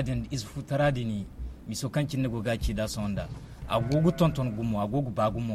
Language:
Zarma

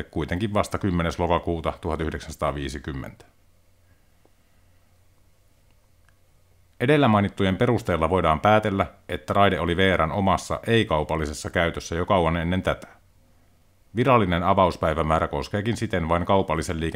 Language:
Finnish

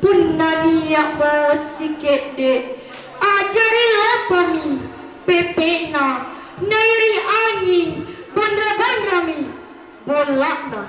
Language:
Makasar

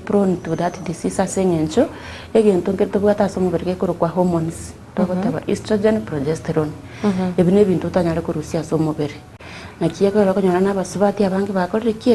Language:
Gusii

